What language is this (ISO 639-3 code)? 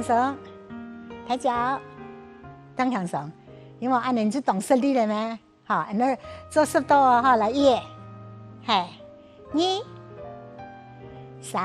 hak